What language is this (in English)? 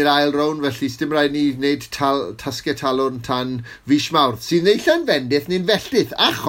Welsh